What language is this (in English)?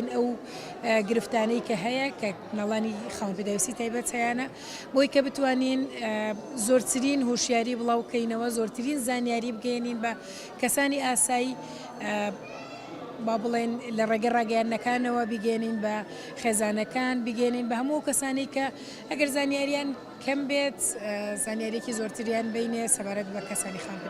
Central Kurdish